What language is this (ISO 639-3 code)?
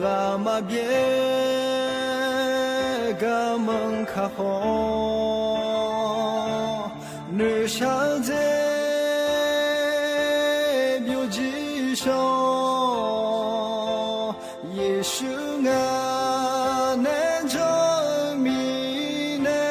ahk